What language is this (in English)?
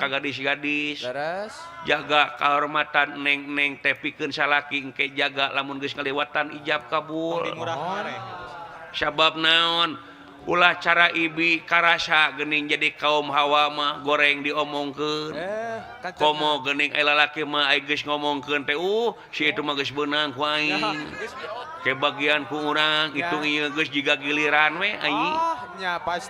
Sundanese